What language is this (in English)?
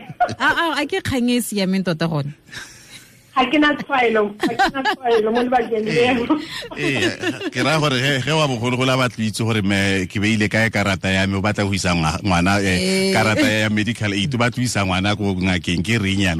Tswana